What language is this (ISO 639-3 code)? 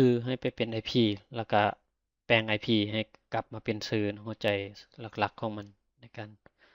lao